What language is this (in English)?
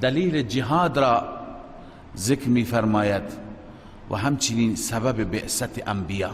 Persian